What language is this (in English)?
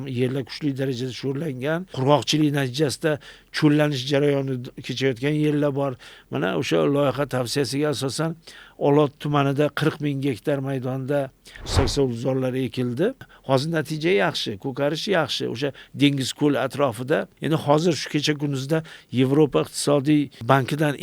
Uzbek